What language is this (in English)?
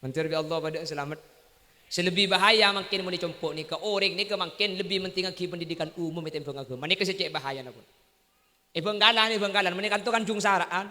Madurese